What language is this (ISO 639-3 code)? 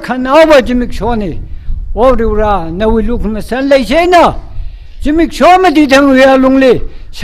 nmf